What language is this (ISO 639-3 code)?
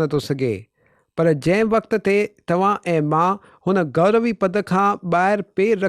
snd